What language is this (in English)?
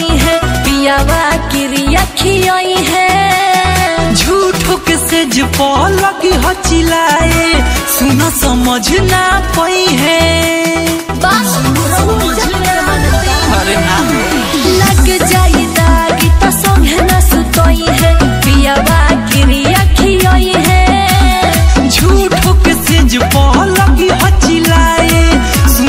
Bhojpuri